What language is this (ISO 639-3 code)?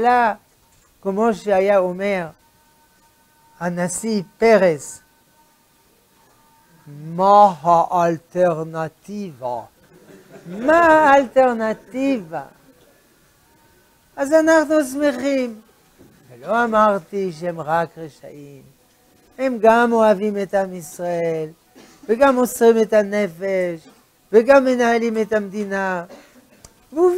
heb